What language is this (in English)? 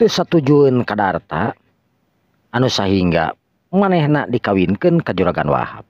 Sundanese